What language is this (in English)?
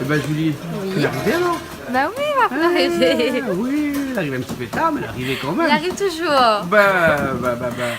Réunion Creole French